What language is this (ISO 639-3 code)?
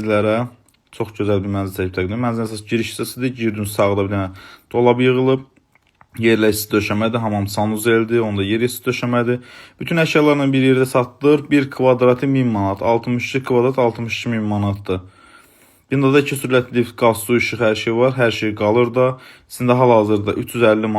aze